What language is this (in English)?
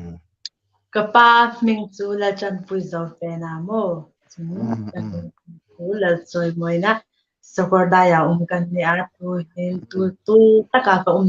Hmar